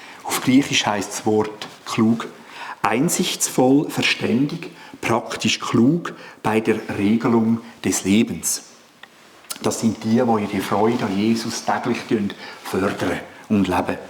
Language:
Swiss German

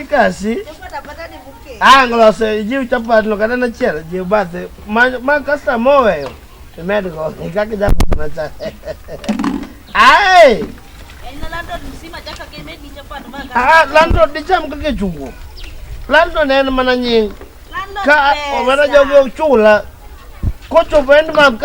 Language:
Luo (Kenya and Tanzania)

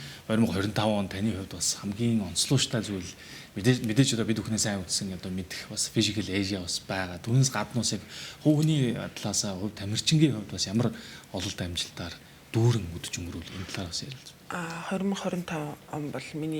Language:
Mongolian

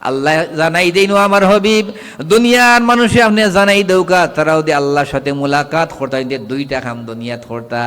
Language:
Sylheti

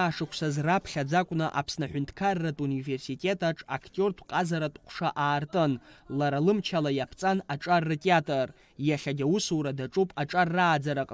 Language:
Abkhazian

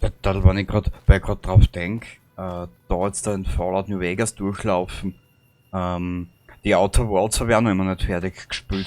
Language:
Bavarian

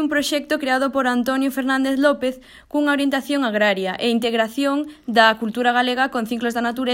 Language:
Galician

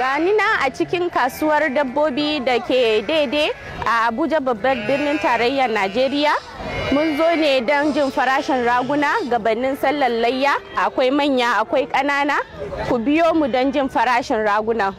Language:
Hausa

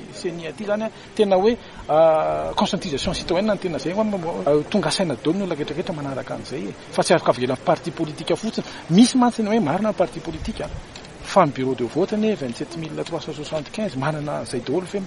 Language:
Malagasy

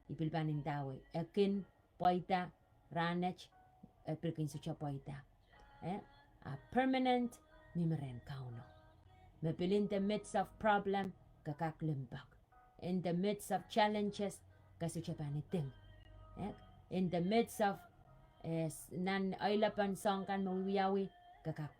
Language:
Pohnpeian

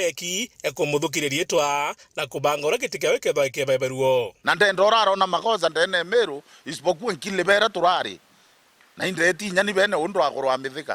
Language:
Meru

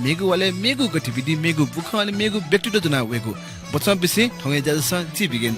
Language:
Newari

